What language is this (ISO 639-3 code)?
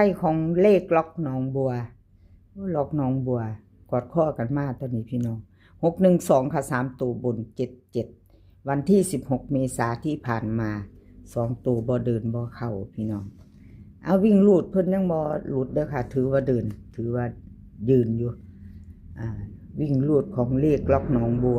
tts